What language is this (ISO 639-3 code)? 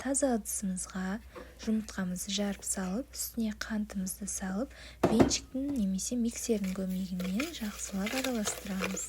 kaz